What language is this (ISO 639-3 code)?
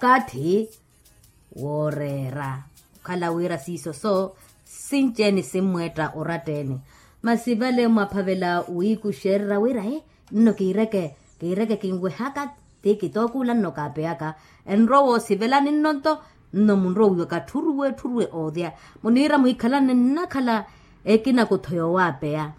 vmw